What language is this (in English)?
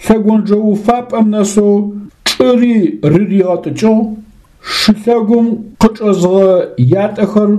Adyghe